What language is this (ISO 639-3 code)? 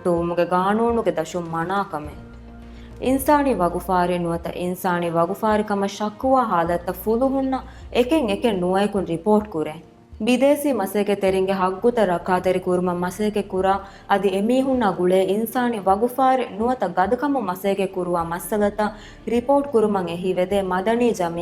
div